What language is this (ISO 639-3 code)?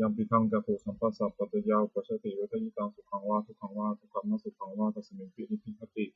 pli